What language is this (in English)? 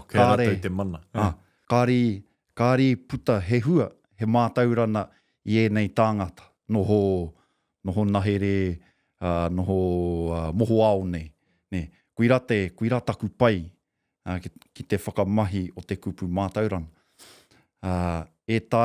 Māori